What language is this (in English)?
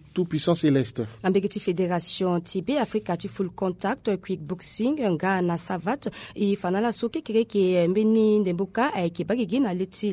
Sango